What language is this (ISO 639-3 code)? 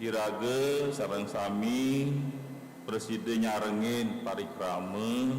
ban